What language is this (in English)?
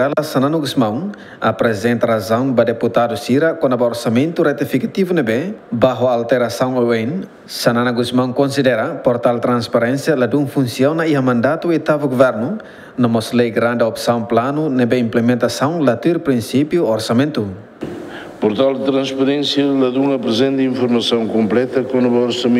Tetum